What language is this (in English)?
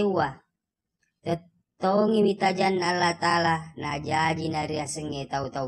Buginese